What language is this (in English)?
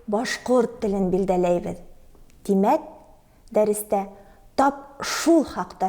Bashkir